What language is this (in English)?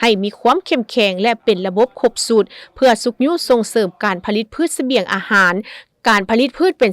Lao